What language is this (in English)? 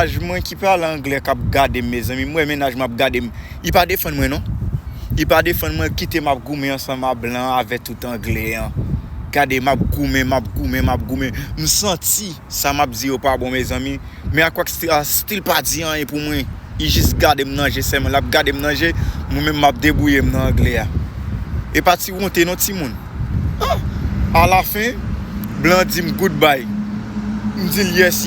Haitian Creole